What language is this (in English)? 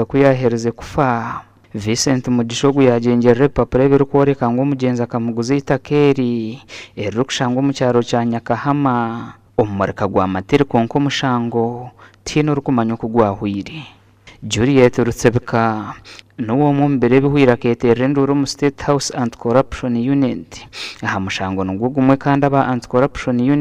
Nyankole